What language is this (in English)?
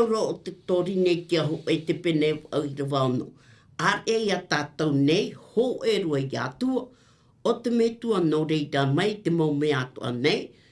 Tahitian